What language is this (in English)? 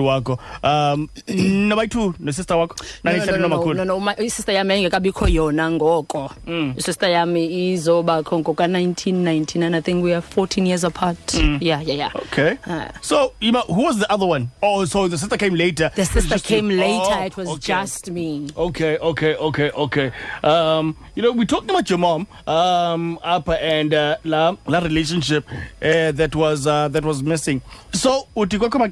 Xhosa